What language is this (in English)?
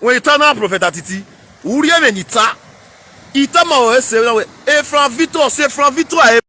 Nigerian Pidgin